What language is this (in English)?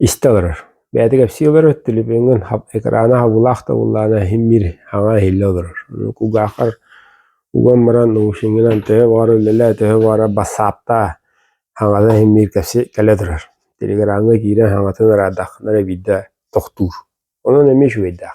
Yakut